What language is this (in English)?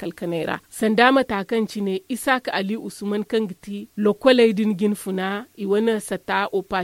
Zarma